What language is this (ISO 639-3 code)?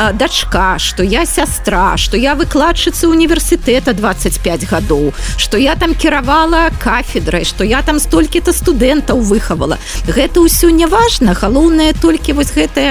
bel